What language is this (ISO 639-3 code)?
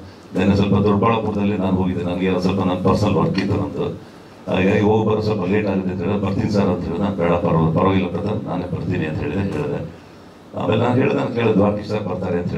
kan